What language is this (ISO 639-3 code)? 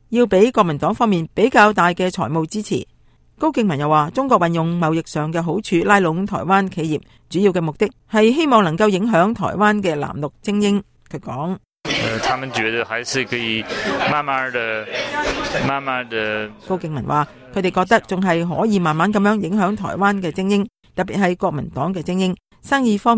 yue